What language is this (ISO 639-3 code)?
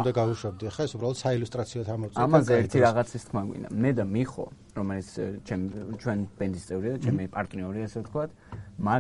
kat